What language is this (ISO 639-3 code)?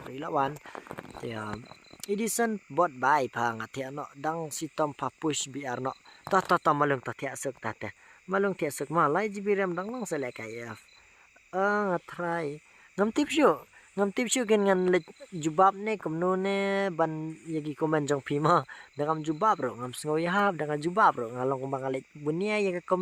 kha